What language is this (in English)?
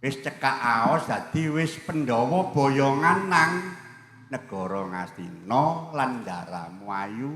Javanese